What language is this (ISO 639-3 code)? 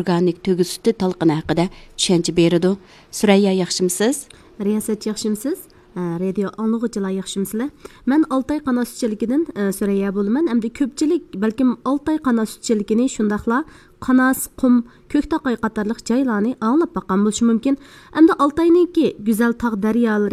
uig